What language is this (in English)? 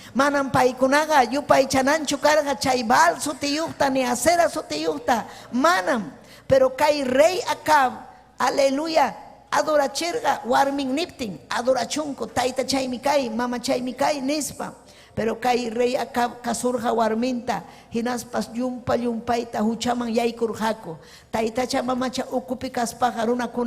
Ayacucho Quechua